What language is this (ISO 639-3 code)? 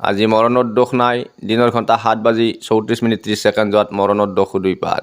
asm